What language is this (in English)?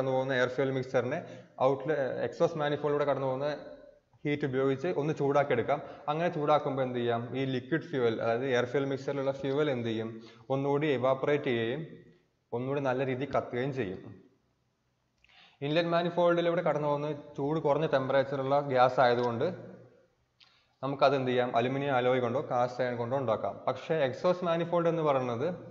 Malayalam